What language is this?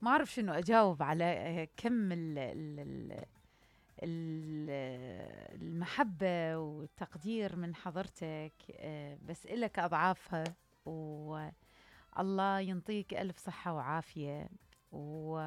Mesopotamian Arabic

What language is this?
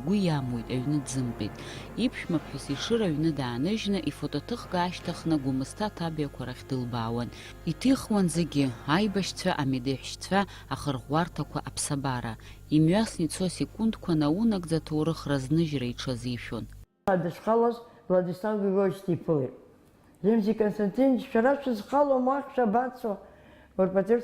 Abkhazian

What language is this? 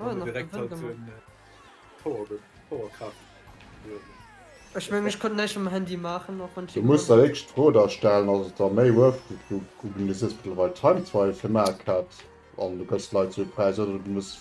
Luxembourgish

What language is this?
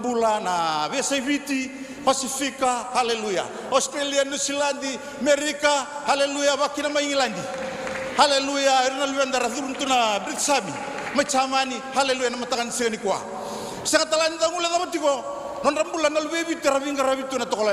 Fijian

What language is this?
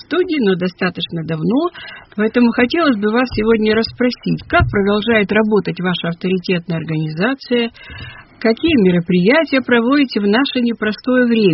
Russian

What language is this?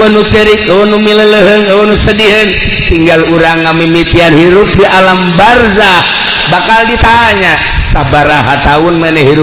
Sundanese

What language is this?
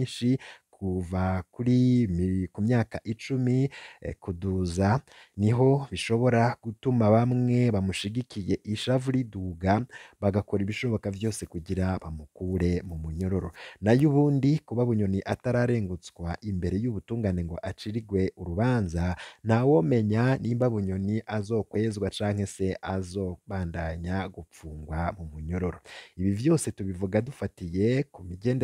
Rundi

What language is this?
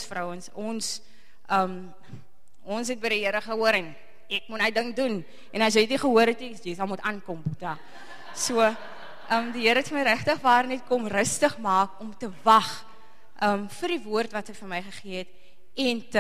Afrikaans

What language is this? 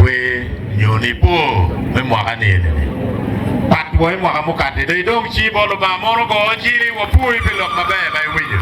Acoli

